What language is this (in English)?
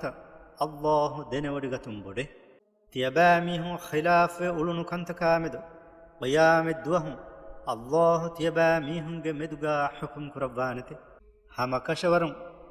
Divehi